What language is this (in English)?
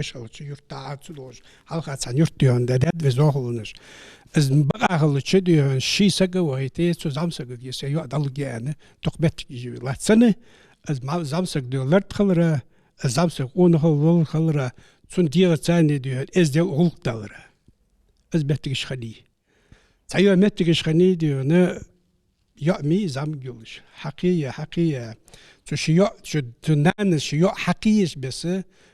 Ingush